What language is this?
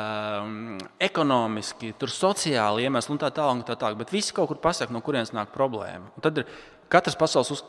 Latvian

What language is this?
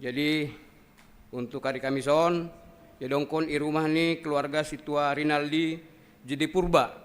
Batak Simalungun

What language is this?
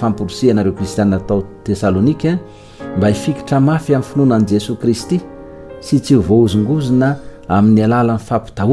Malagasy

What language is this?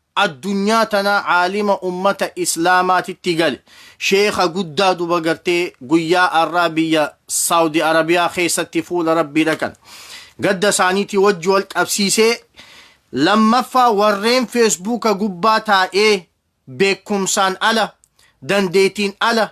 Oromo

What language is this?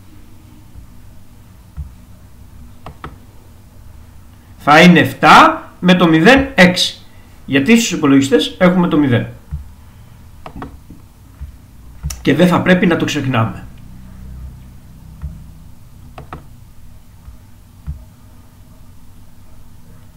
Greek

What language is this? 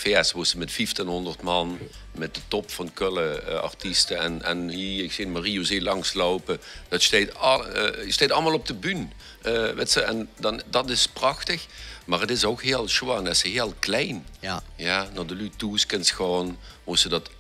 Limburgish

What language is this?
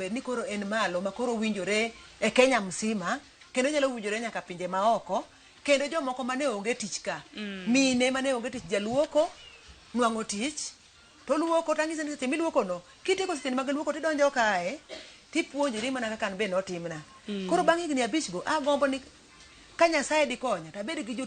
Luo (Kenya and Tanzania)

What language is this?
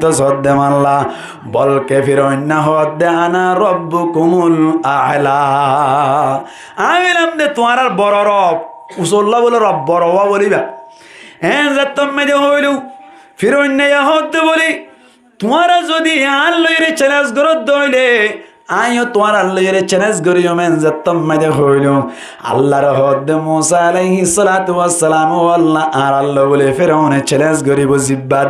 Rohingya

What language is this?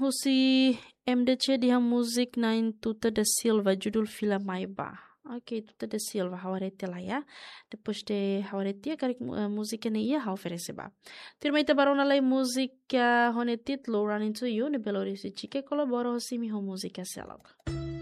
Tetum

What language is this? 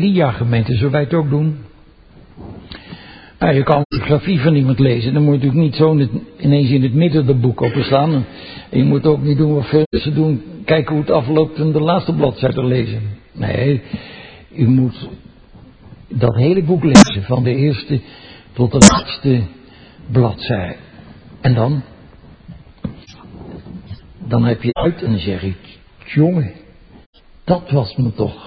Dutch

